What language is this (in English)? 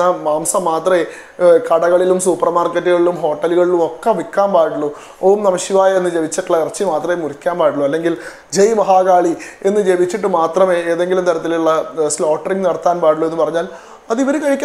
Malayalam